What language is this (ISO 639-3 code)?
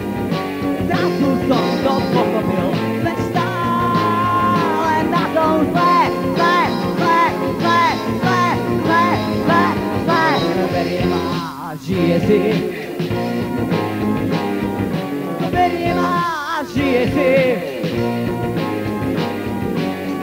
slk